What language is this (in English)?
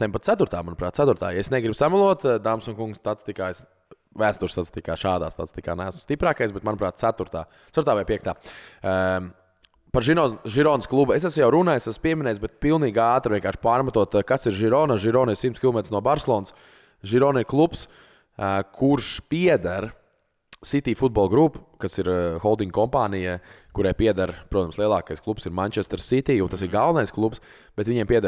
Latvian